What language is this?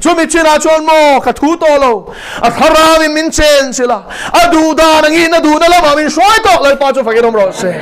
Mizo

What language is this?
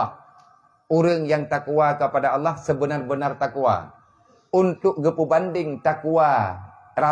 Achinese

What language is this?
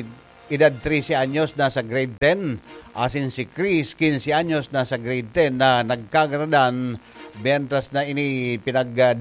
Bikol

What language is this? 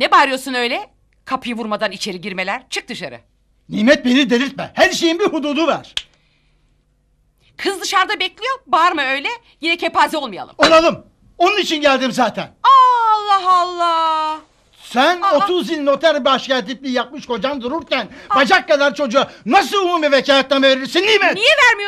Turkish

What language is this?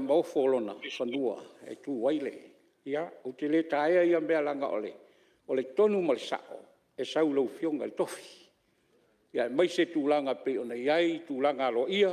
Samoan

